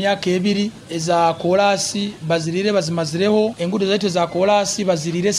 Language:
Nyoro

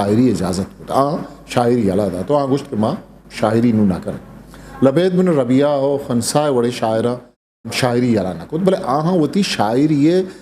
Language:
Eastern Balochi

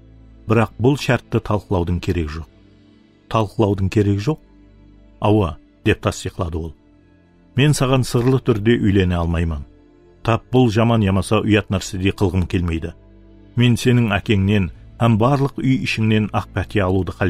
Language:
Kara-Kalpak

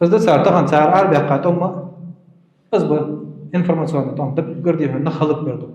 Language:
Ingush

